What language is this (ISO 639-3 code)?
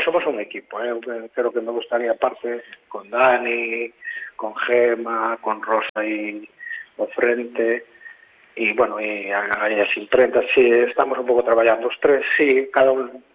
glg